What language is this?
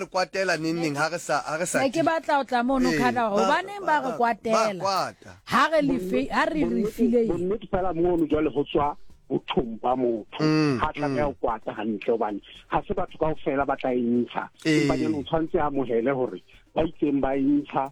Southern Sotho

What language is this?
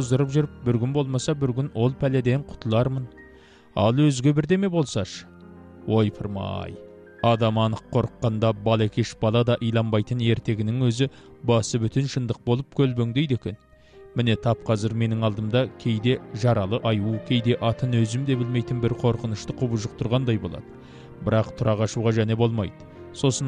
Kazakh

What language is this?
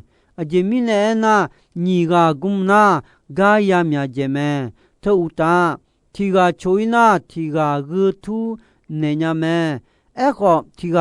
Akha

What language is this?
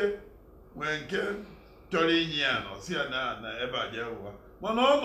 Igbo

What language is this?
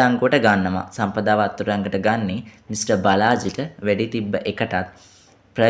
Sinhala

